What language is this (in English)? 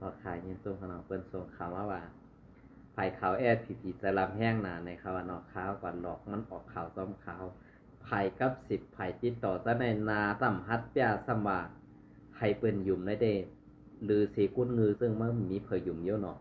Shan